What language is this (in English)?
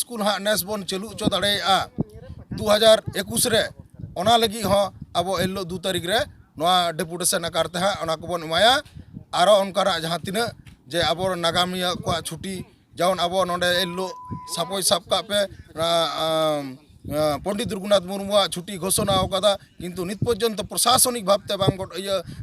Santali